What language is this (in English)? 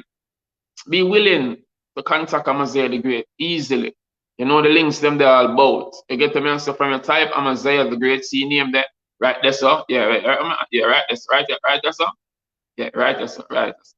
Jamaican Creole English